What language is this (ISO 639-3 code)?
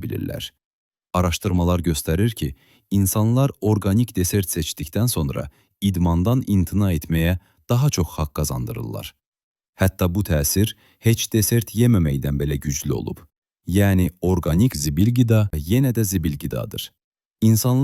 aze